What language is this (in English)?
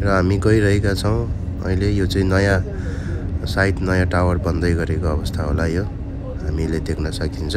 Nepali